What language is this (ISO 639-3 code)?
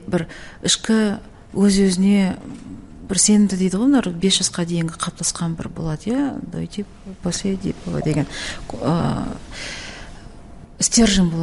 kaz